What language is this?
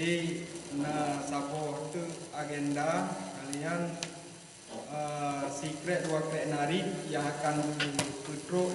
Achinese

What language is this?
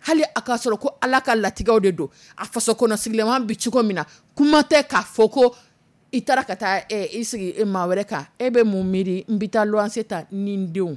Dyula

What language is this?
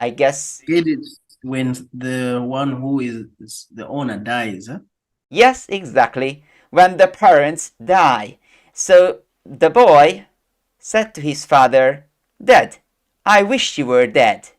English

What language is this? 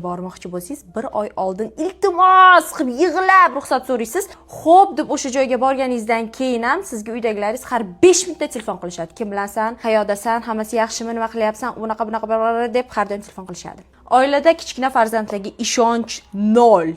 Uzbek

